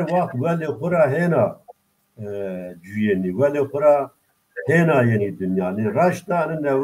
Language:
Zaza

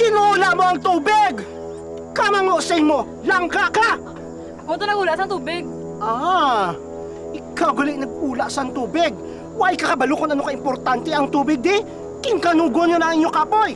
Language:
Hiligaynon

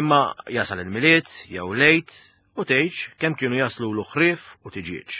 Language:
Maltese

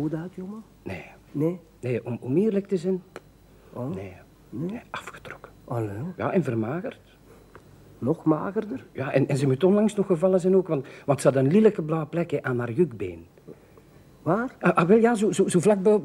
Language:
Dutch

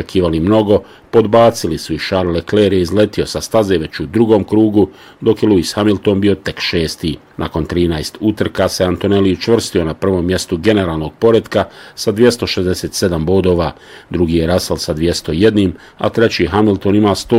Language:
Bosnian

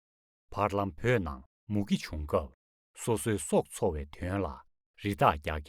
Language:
Tibetan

